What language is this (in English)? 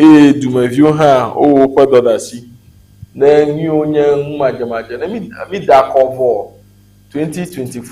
Ewe